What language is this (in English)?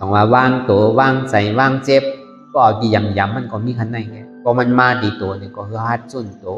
Shan